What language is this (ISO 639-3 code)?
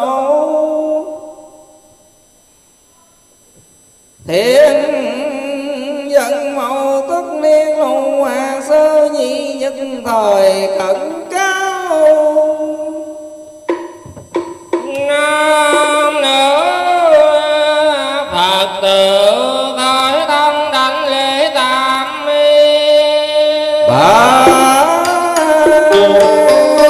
vie